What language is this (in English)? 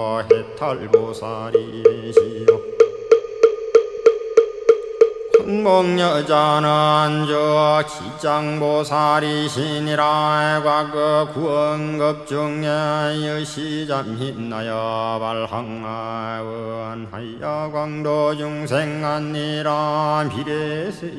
Korean